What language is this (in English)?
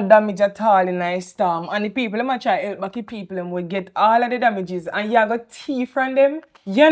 Jamaican Creole English